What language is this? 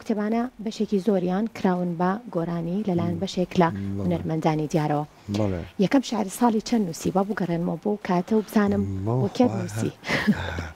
Central Kurdish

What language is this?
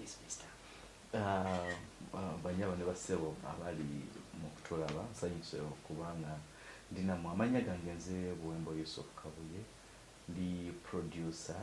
Ganda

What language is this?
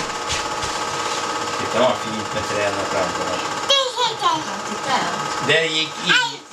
Swedish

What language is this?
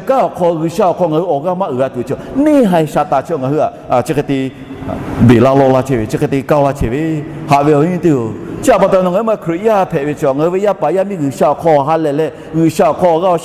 Lahu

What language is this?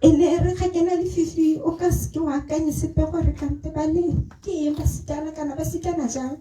Tswana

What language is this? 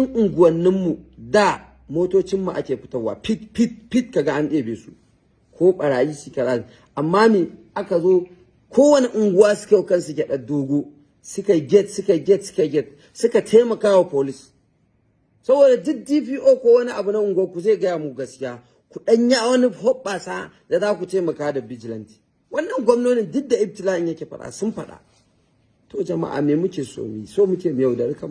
Hausa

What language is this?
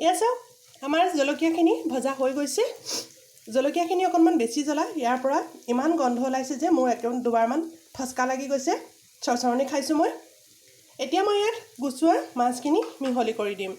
Assamese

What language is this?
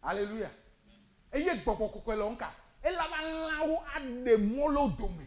Ewe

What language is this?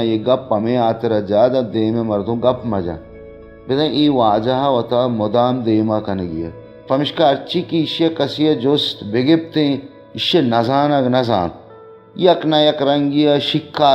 Baluchi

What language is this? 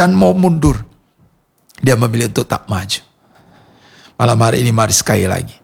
Indonesian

